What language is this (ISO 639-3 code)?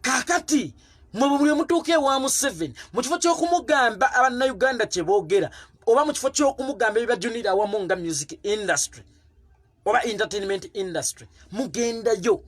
lug